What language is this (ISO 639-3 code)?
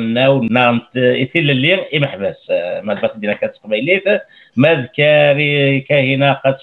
kab